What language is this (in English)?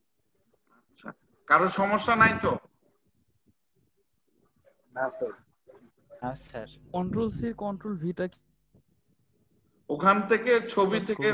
Bangla